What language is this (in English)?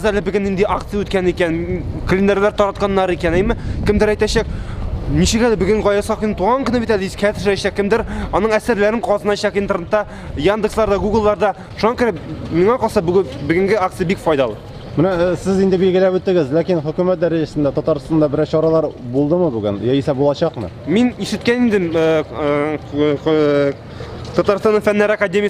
Tatar